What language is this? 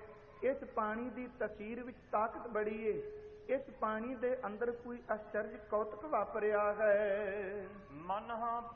Punjabi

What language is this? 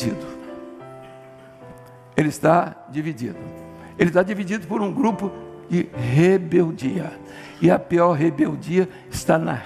Portuguese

